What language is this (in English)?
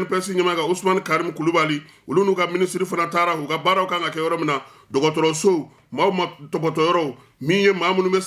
Bambara